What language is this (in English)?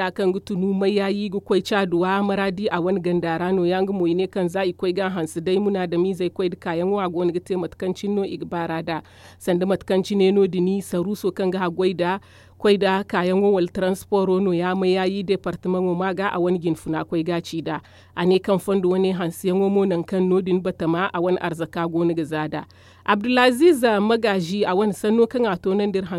Zarma